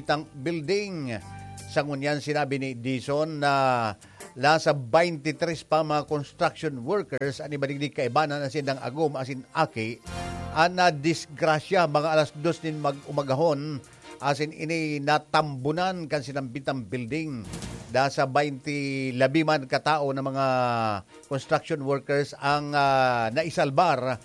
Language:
Bikol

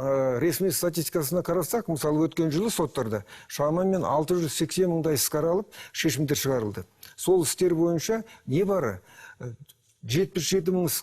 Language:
Kazakh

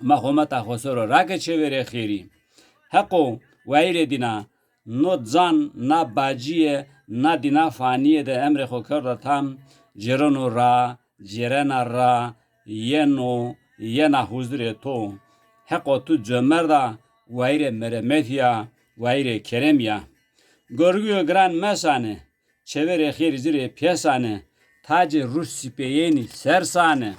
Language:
Zaza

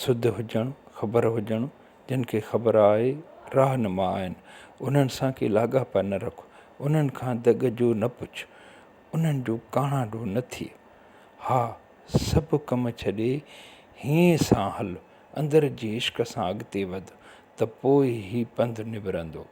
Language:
Sindhi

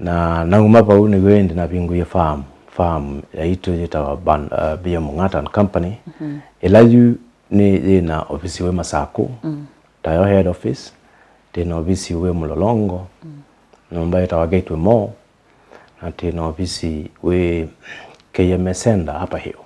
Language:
Kamba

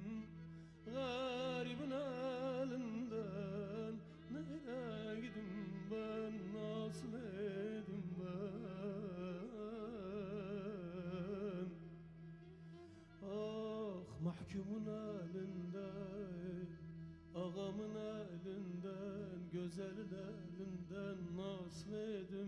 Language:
Turkish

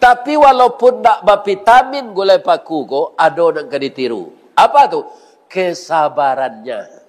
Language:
Minangkabau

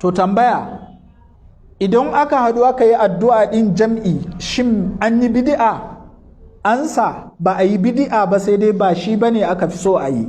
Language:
Hausa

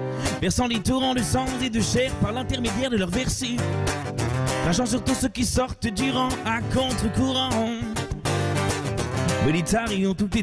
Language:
French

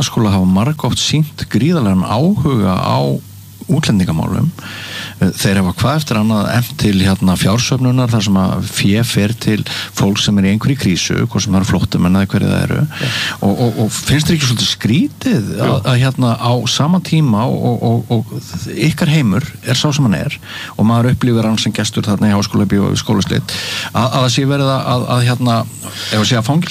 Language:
Icelandic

